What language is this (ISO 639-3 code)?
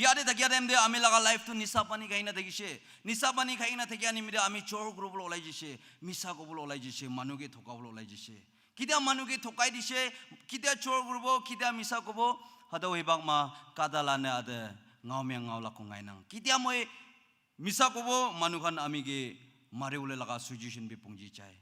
nag